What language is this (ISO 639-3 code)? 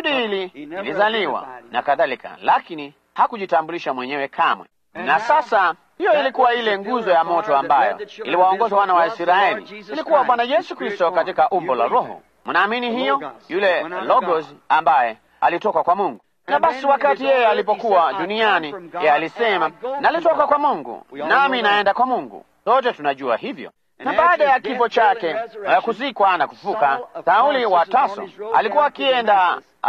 swa